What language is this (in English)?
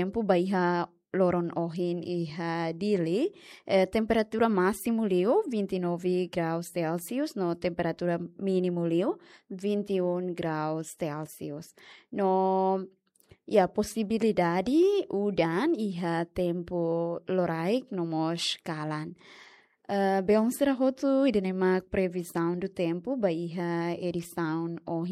Tetum